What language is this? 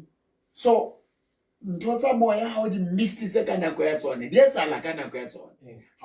Southern Sotho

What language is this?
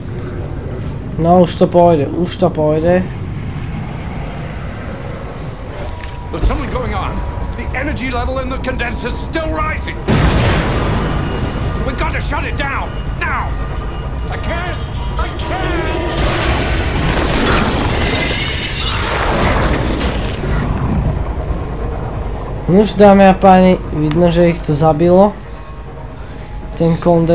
Slovak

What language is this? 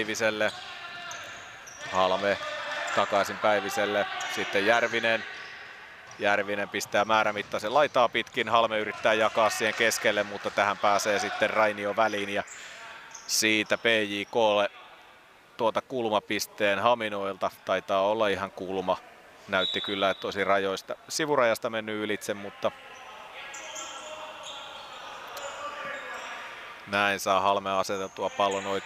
Finnish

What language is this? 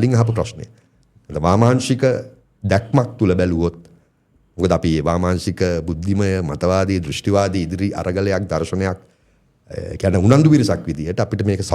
Sinhala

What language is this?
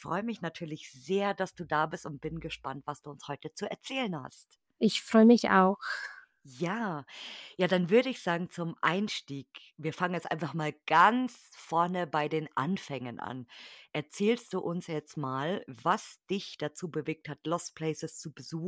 German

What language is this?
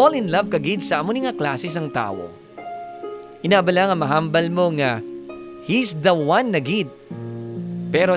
Hiligaynon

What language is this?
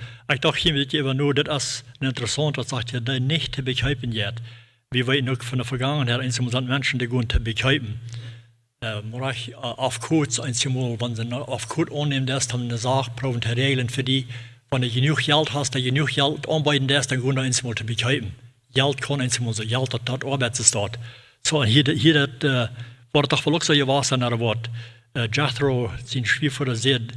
Plautdietsch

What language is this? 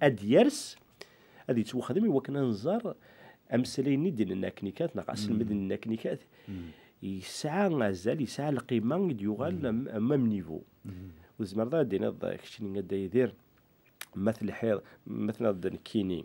Kabyle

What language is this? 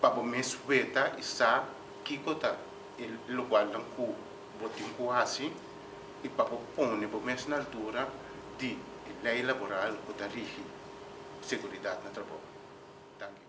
Papiamento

